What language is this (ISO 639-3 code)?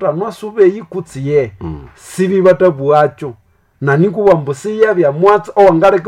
nnb